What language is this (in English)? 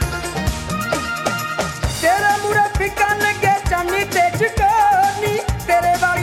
Punjabi